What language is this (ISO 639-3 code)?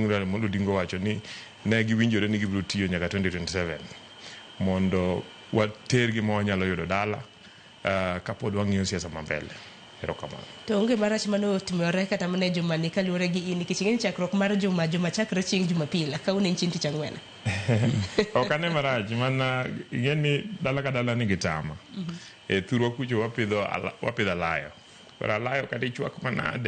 luo